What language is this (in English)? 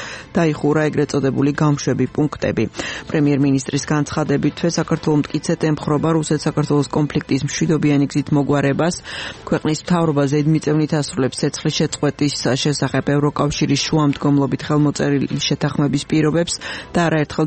Georgian